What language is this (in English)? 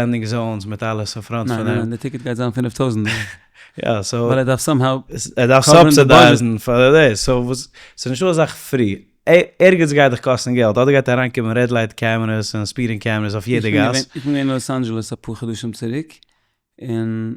Yiddish